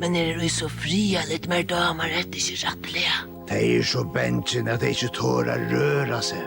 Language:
Faroese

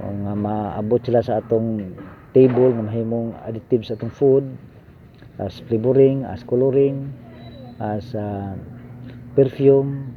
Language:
Cebuano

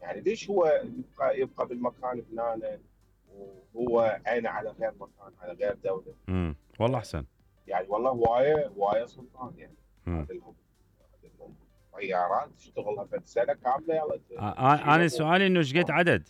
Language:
Mesopotamian Arabic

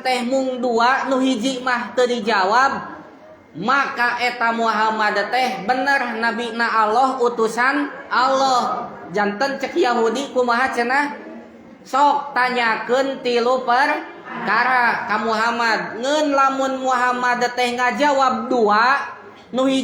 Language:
Sundanese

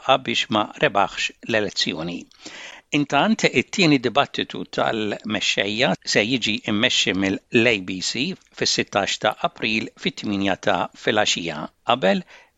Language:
Maltese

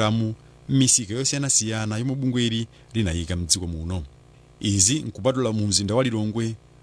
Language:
Nyanja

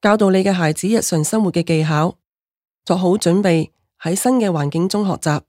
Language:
Cantonese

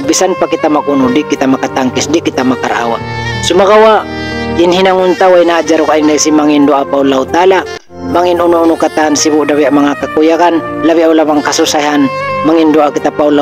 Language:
Tausug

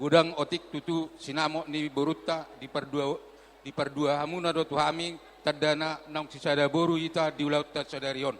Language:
Batak Toba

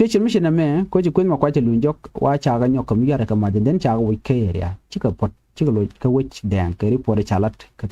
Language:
Nuer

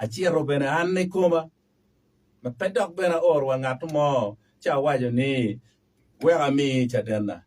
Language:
Acoli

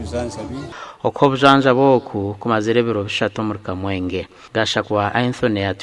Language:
Nyankole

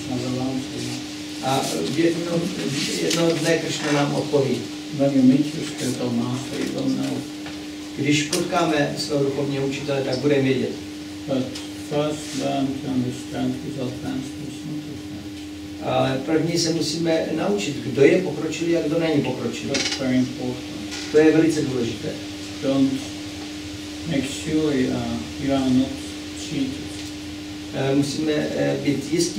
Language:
Czech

